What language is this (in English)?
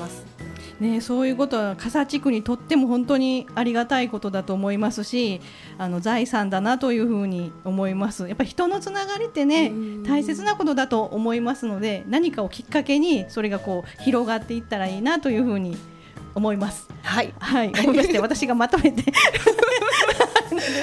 Japanese